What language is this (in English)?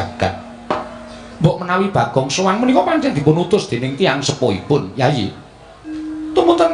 Javanese